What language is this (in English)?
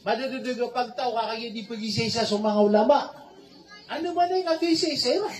Maranao